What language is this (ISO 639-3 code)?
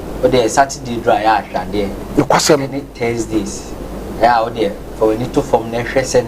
aka